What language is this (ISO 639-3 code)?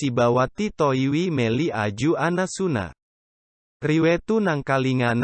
bug